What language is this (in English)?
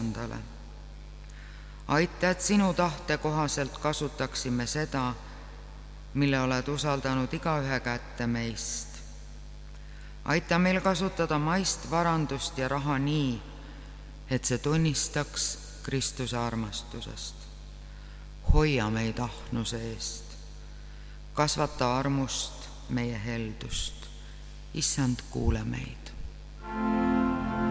Estonian